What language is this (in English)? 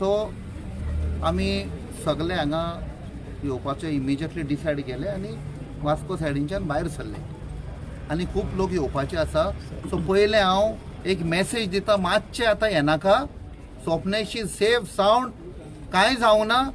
Konkani